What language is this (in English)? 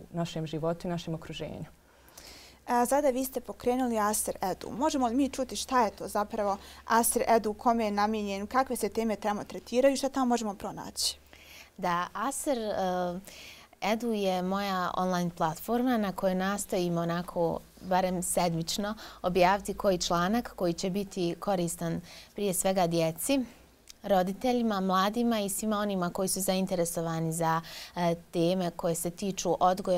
Bosnian